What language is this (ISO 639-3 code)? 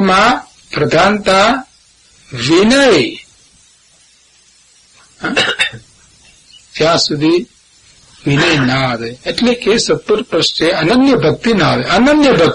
guj